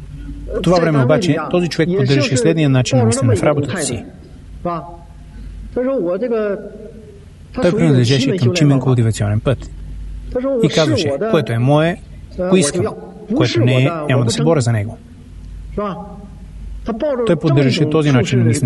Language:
Bulgarian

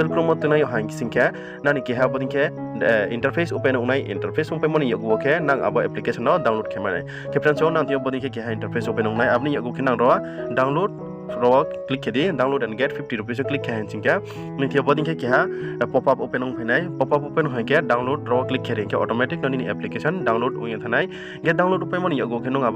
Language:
Riang (India)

